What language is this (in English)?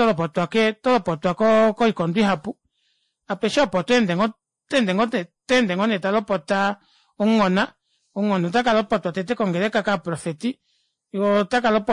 Kuanyama